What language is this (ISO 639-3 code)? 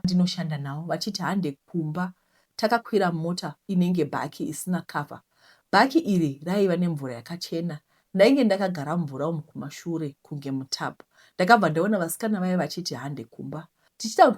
sna